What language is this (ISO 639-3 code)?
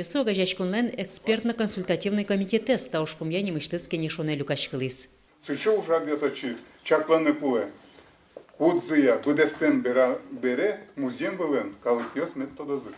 udm